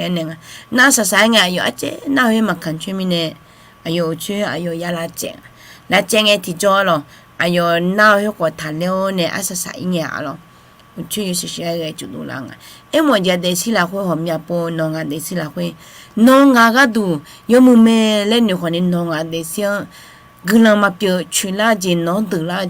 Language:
Akha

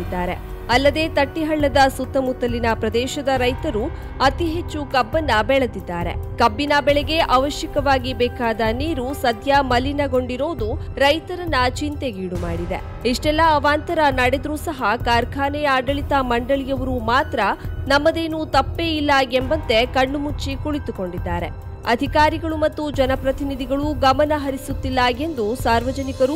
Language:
Kannada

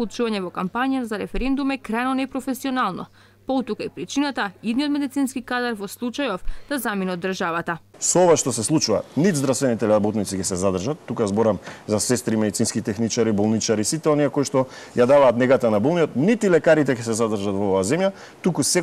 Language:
Macedonian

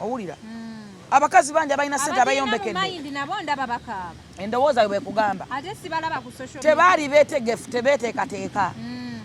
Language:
Ganda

